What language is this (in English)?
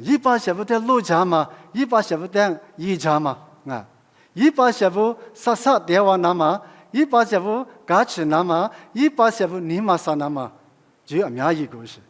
Lisu